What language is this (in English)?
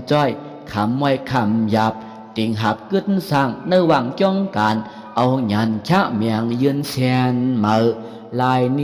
Shan